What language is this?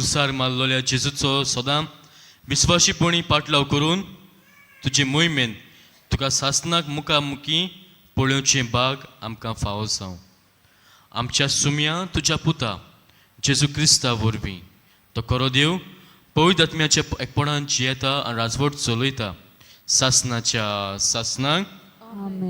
Konkani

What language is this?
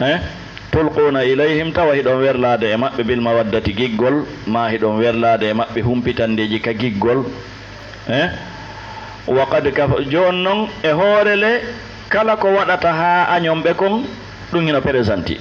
Fula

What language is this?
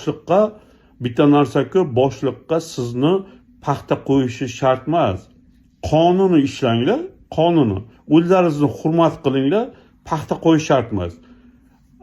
Uzbek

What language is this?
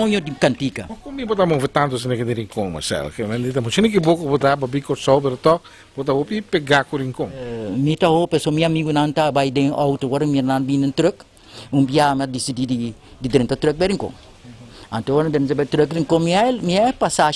Papiamento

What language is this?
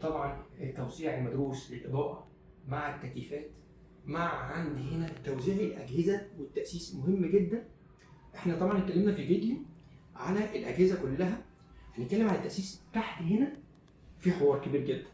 Egyptian Arabic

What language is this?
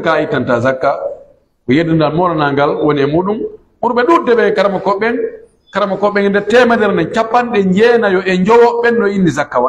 Pular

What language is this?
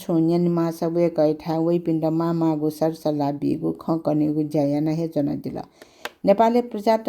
Newari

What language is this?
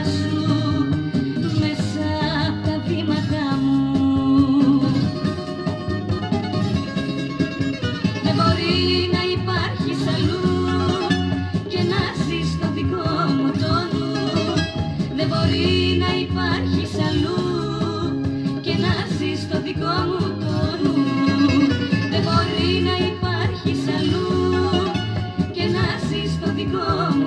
Greek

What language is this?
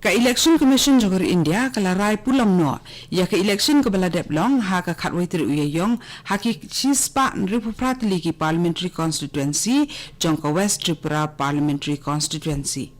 Khasi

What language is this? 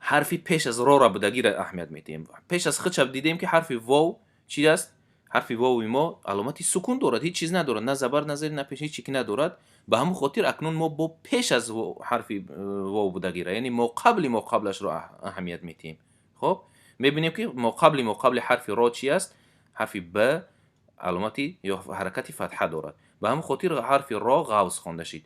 Tajik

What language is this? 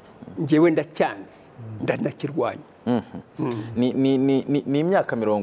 Kinyarwanda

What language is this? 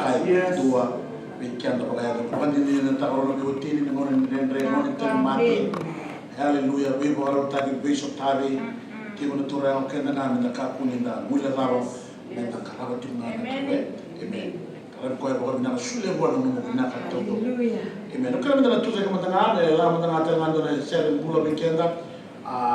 Fijian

